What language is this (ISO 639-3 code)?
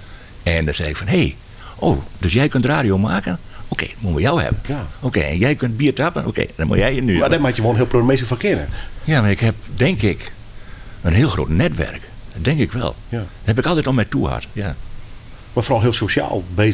fry